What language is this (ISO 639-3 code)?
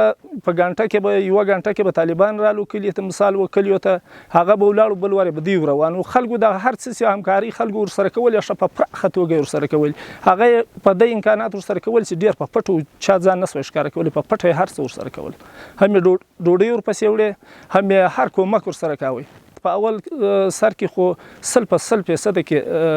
pus